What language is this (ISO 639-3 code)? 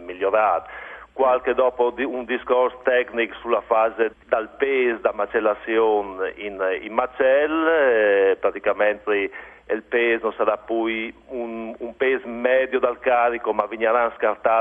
fur